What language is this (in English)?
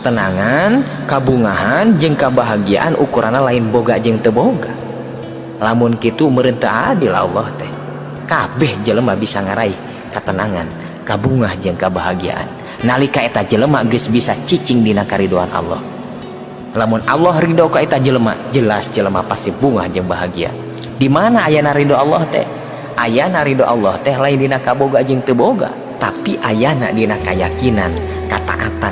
Sundanese